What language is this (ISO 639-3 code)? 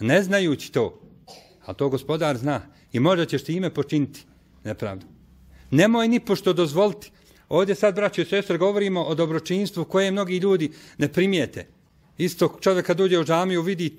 bos